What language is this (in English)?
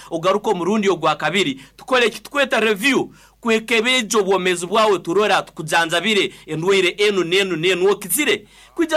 Nyoro